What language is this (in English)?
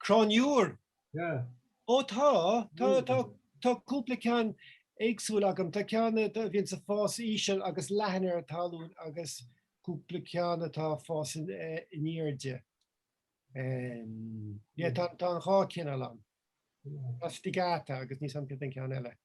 Irish